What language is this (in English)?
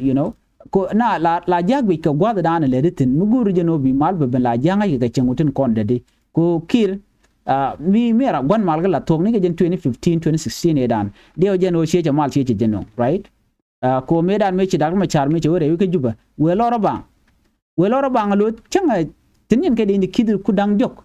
Nuer